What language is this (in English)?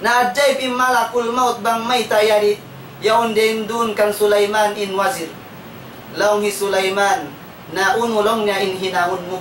Tausug